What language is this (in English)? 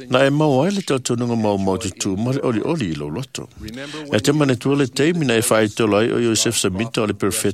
Samoan